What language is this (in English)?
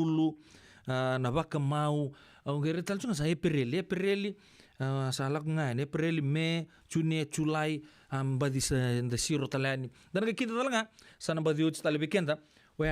Fijian